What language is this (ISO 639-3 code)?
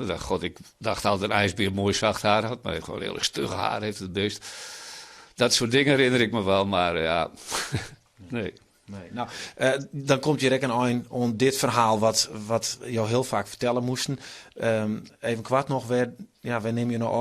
fry